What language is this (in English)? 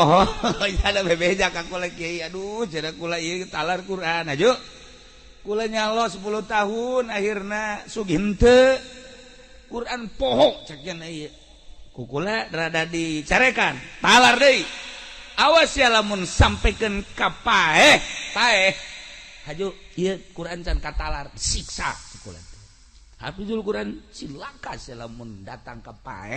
Sundanese